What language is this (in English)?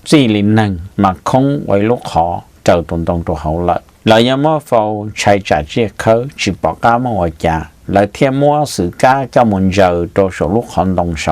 Hmong